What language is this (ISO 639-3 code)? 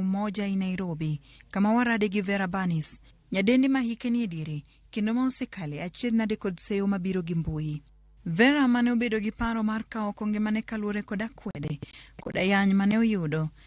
luo